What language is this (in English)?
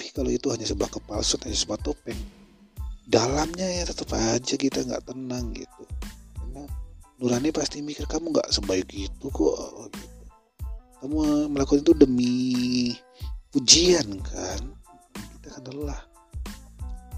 Indonesian